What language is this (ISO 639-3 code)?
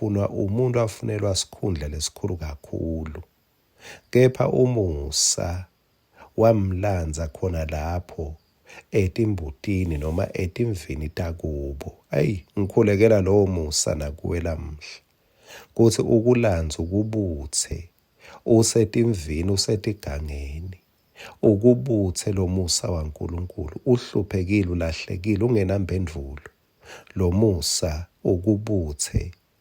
ssw